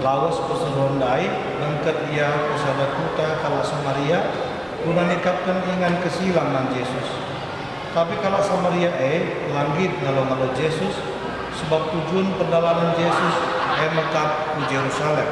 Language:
Batak Karo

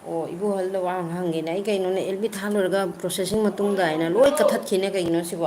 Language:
Manipuri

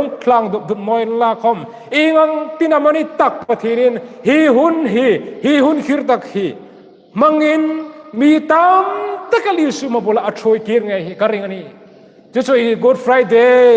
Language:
Hmar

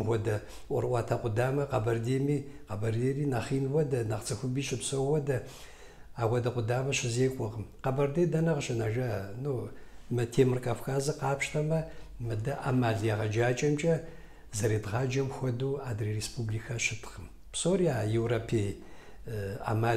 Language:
Kabardian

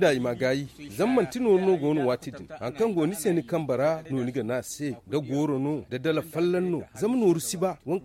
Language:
Zarma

